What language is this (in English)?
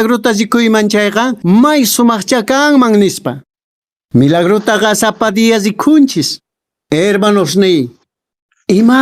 Quechua